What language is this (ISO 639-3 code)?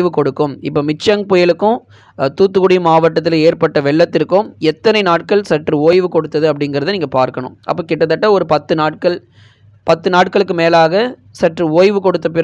tam